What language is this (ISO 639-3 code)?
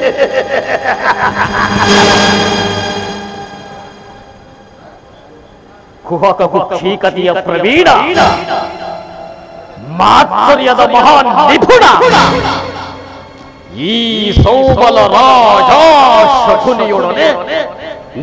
kan